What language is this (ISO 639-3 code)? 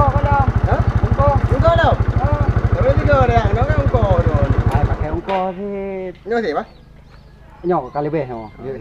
ace